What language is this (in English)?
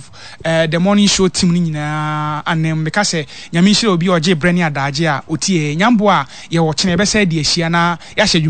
Akan